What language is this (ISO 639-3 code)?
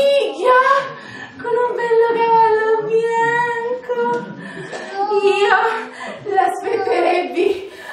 scn